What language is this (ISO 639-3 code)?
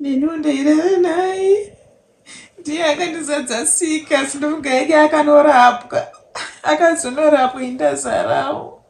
sna